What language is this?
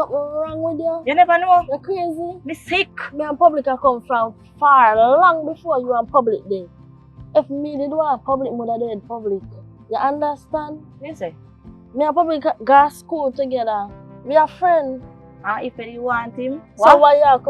Jamaican Creole English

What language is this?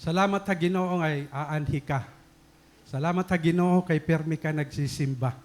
Waray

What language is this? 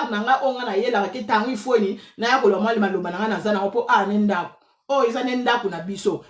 Lingala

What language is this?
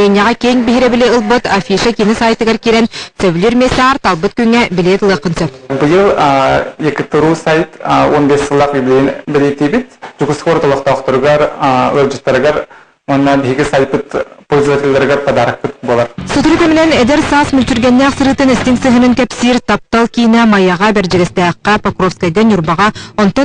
Yakut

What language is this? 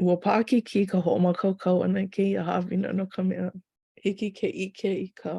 Hawaiian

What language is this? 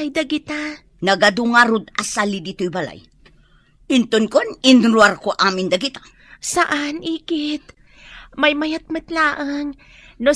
Iloko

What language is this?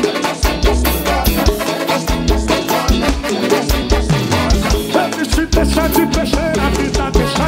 Portuguese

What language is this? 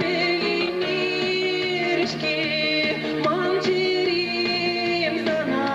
Chuvash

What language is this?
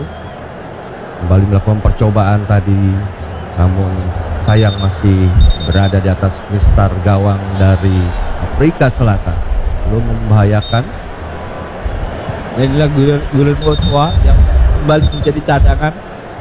Indonesian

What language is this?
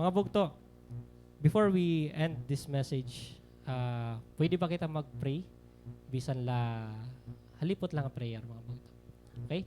Waray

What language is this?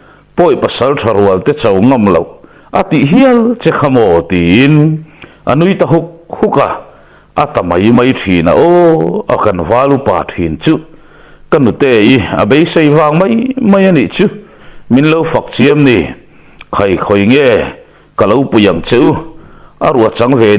Mizo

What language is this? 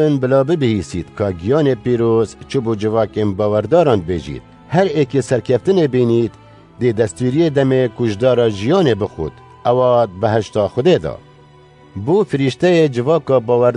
Kurdish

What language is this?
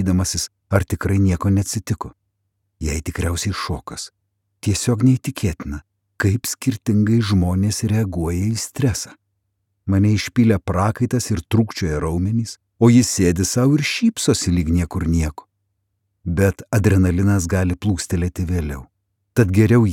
Lithuanian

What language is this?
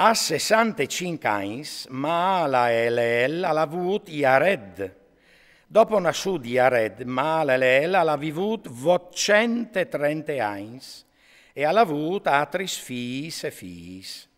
Friulian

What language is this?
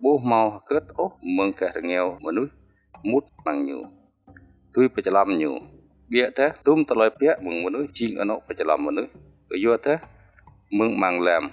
Jarai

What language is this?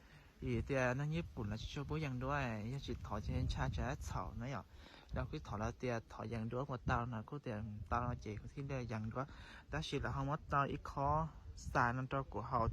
Hmong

